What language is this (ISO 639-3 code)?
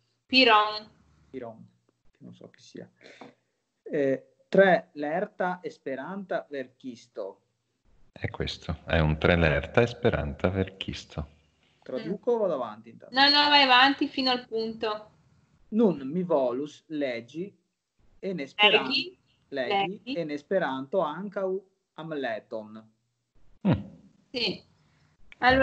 ita